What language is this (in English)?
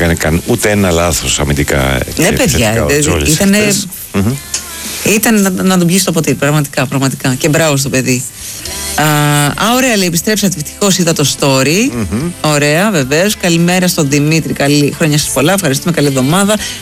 Greek